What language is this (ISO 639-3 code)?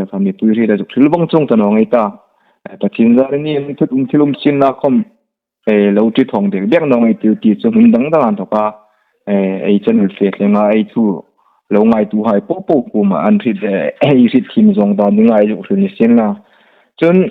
hmr